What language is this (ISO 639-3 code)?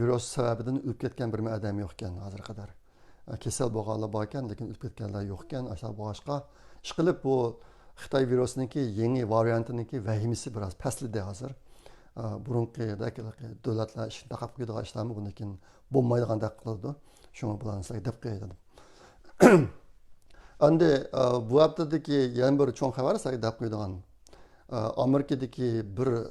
uig